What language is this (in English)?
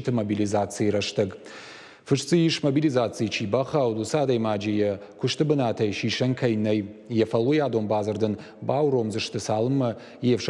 Ossetic